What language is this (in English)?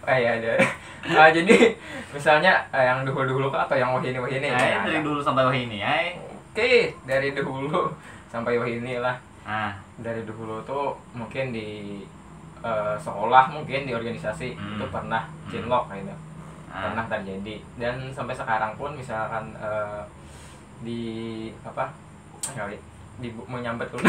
Banjar